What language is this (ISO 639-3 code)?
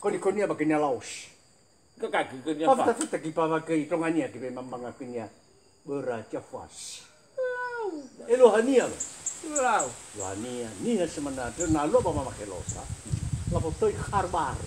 nia